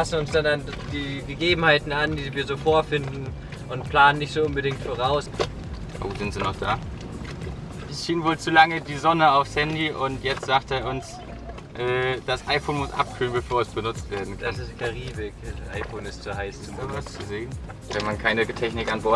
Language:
German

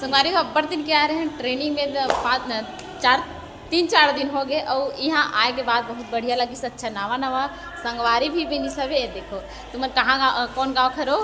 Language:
Chhattisgarhi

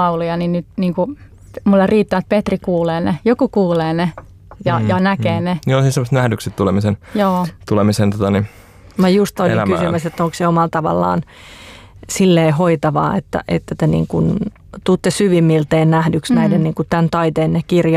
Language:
Finnish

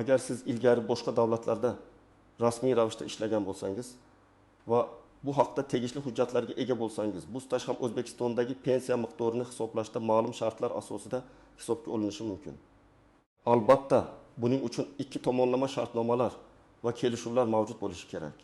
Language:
Uzbek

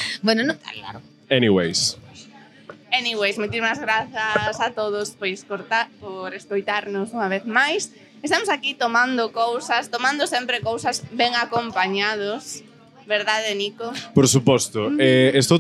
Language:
Galician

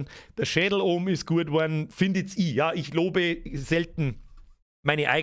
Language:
Bavarian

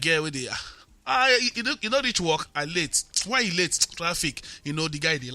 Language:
Nigerian Pidgin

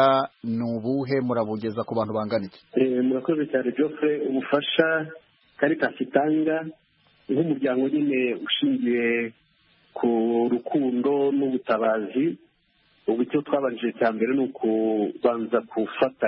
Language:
Kinyarwanda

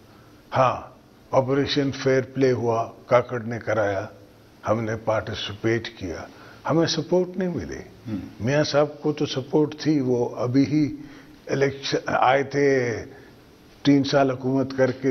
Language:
Urdu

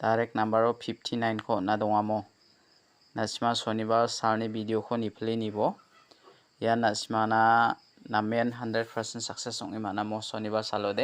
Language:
Garo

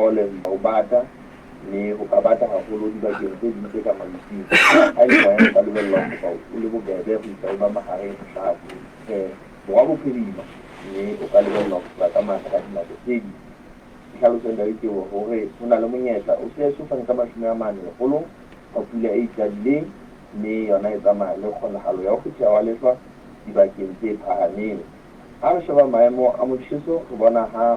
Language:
Southern Sotho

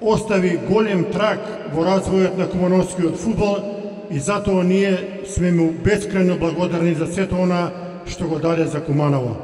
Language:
Macedonian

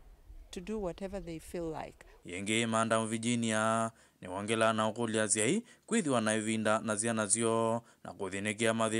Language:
Kamba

